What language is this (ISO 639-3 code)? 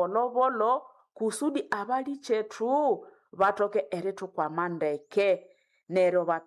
nnb